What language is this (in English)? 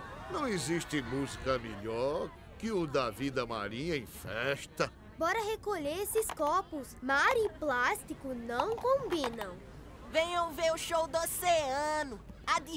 Portuguese